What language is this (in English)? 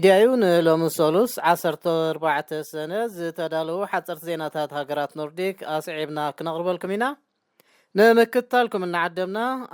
Tigrinya